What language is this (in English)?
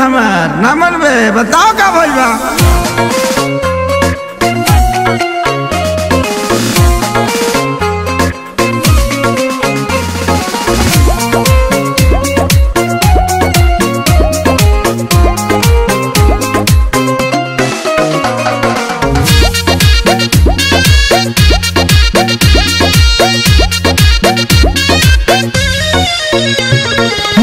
Bhojpuri